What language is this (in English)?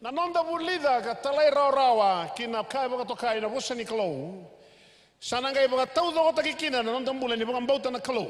Fijian